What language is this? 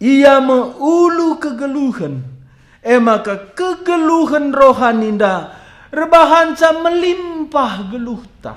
Batak Karo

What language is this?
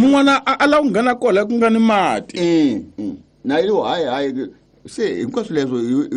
Tsonga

